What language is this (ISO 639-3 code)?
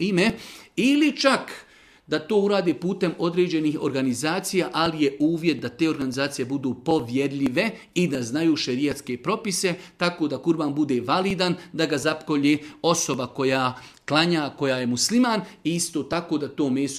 bos